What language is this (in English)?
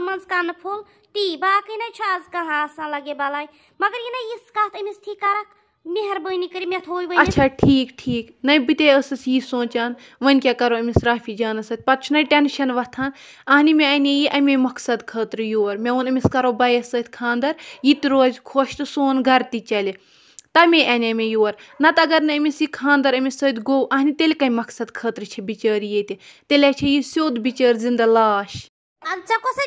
Kashmiri